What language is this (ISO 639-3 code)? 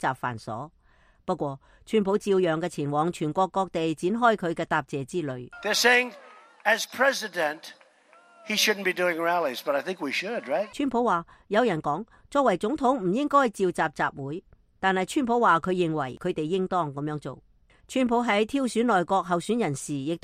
yue